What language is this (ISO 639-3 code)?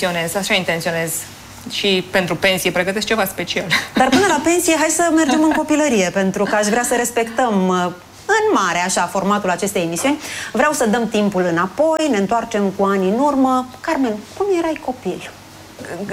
ron